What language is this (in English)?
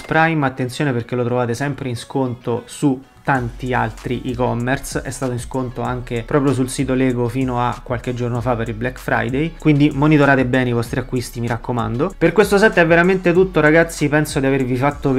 Italian